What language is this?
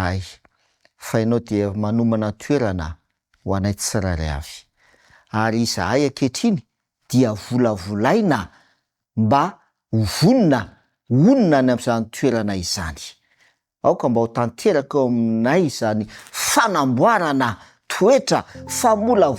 Malagasy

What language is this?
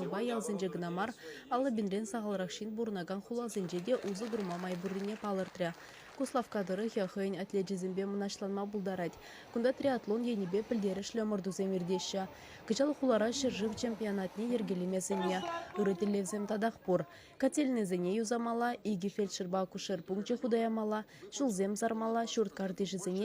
Chuvash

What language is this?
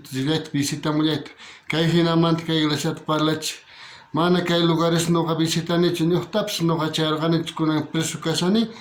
South Bolivian Quechua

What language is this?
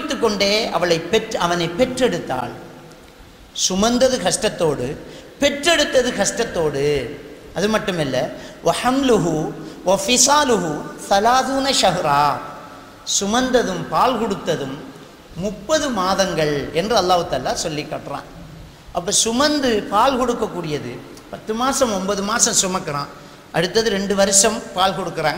Tamil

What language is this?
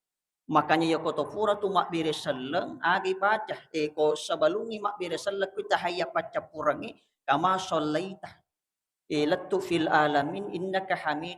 Buginese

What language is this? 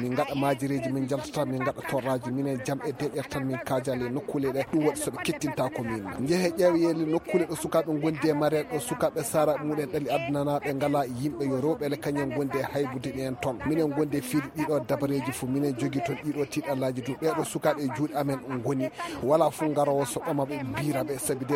Fula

